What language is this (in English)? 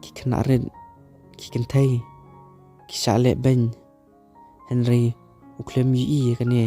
Khasi